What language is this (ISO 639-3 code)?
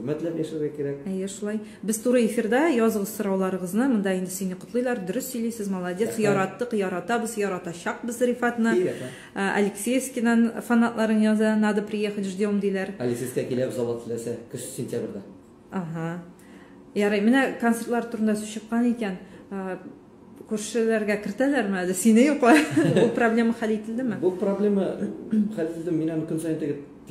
tat